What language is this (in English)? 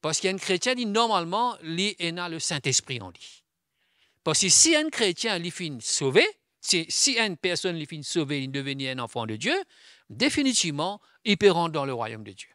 Morisyen